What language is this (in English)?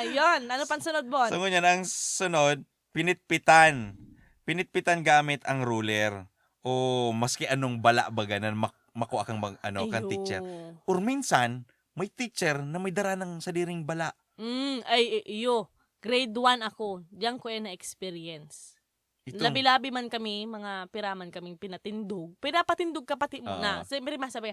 Bikol